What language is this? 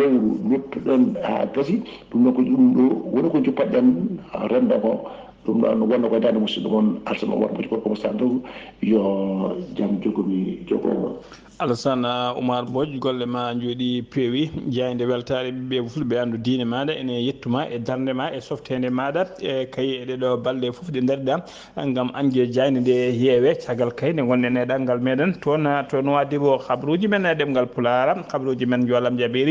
Fula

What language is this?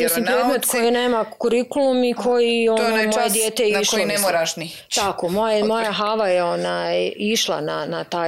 Bosnian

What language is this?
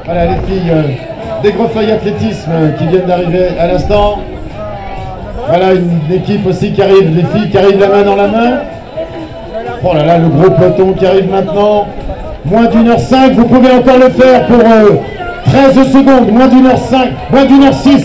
French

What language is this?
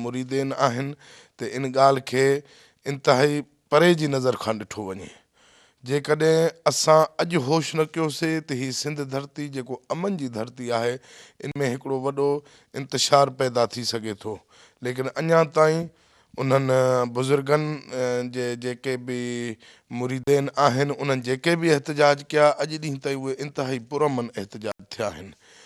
Sindhi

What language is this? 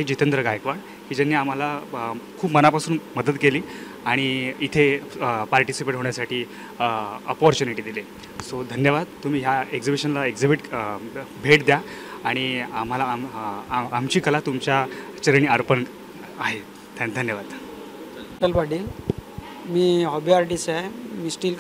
Marathi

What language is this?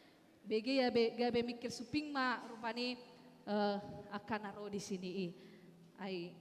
Batak Toba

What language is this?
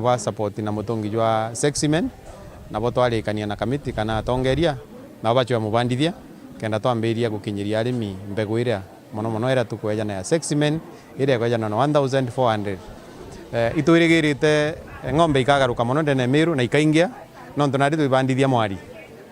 Meru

